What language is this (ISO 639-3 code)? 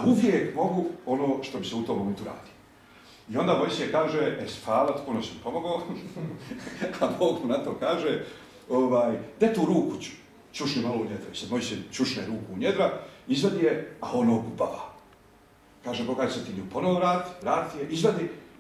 bos